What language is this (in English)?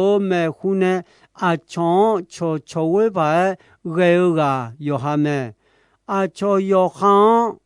Akha